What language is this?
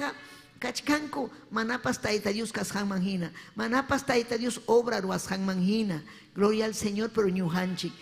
Ayacucho Quechua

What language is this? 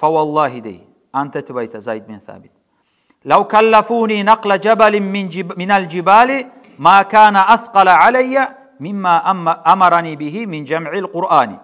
Kumyk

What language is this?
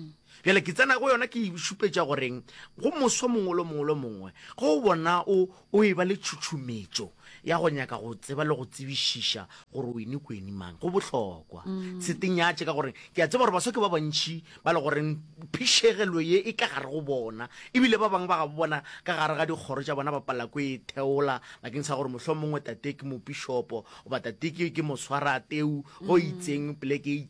Northern Sotho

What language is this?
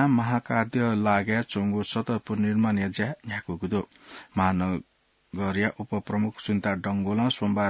Newari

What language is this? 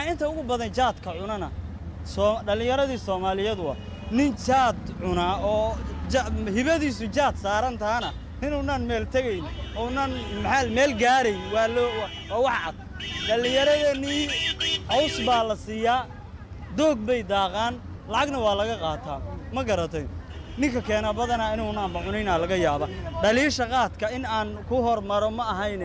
Somali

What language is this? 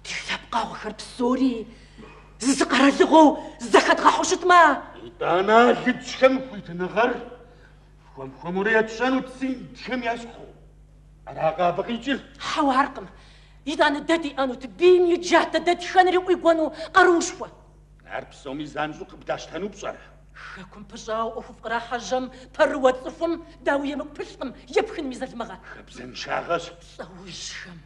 Kabardian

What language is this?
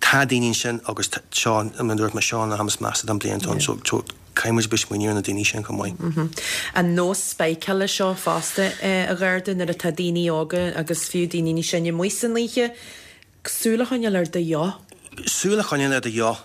Irish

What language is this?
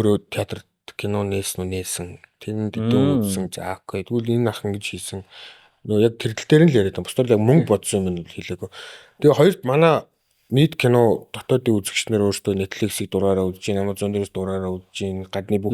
Mongolian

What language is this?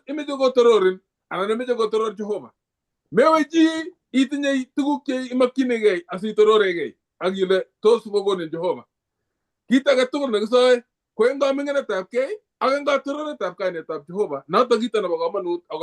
Kalenjin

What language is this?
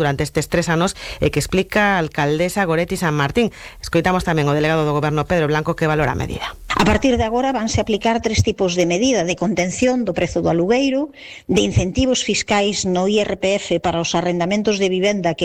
Galician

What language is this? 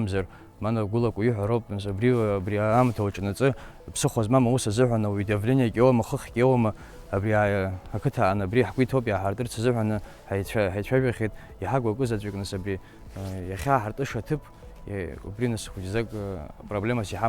Abkhazian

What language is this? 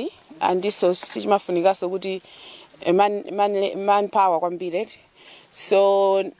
Nyanja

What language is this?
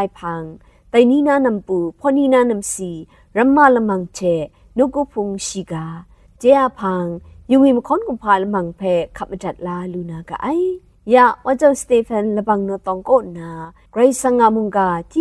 Kachin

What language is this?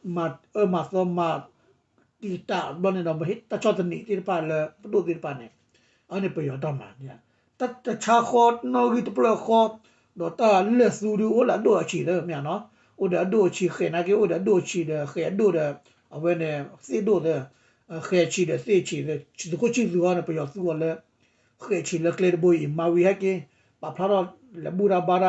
S'gaw Karen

